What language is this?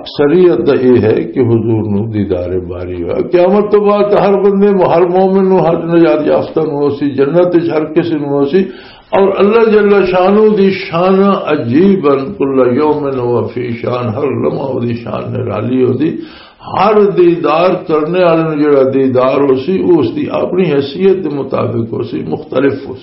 Western Panjabi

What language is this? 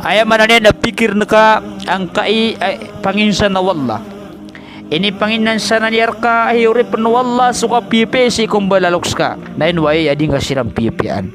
Maranao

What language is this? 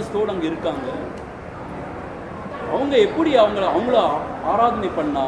Tamil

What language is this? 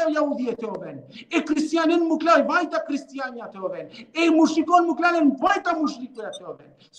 Balkan Romani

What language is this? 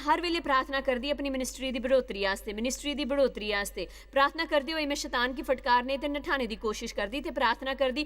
Dogri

